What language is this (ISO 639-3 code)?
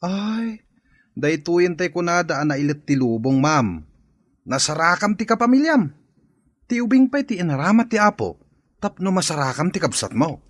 ilo